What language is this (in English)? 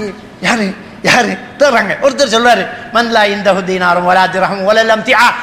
Tamil